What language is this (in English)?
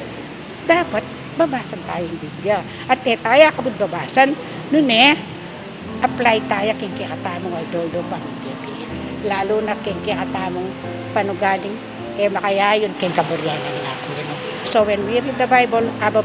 Pampanga